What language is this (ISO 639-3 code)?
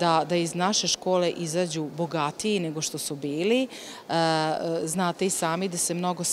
srp